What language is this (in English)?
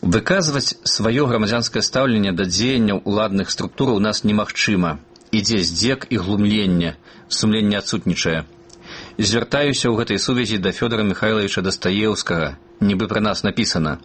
Belarusian